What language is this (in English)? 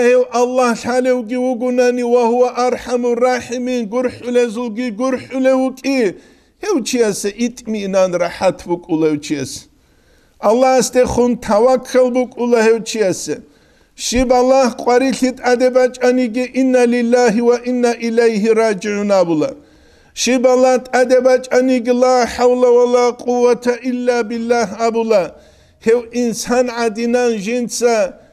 Avaric